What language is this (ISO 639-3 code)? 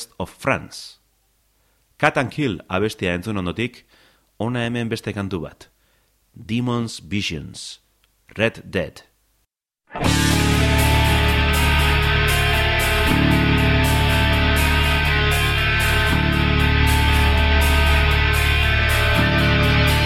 eus